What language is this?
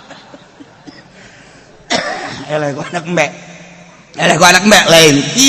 Sundanese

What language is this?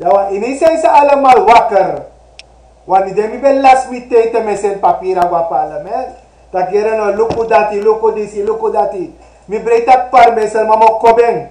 Sranan Tongo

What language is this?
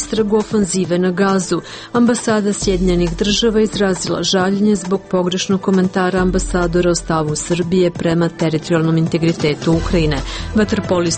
Serbian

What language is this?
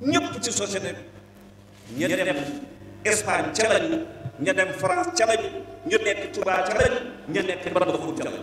Wolof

